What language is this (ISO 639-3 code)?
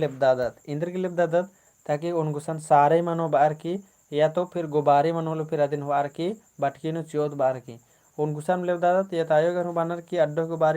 kru